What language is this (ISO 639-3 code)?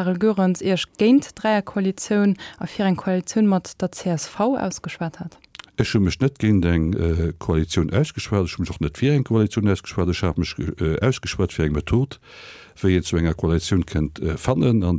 ltz